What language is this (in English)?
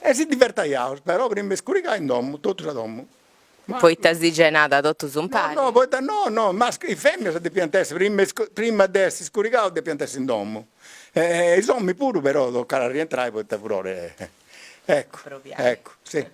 Sardinian